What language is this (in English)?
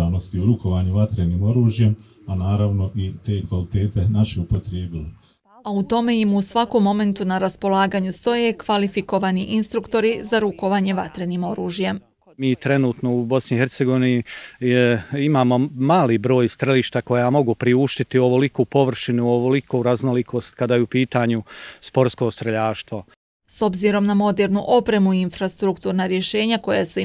Bosnian